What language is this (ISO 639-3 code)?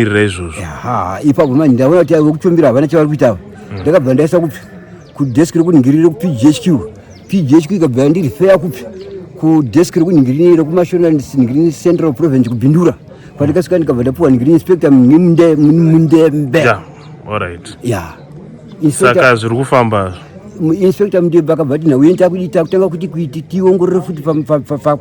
sna